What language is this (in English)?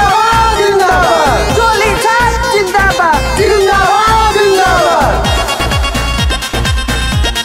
Bhojpuri